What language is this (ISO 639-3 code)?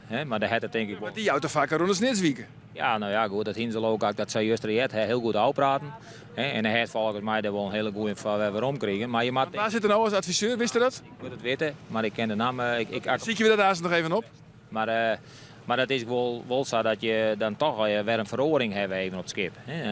fry